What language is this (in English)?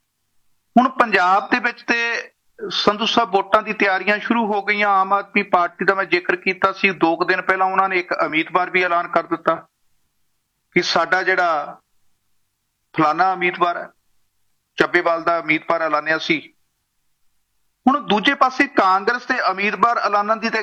Punjabi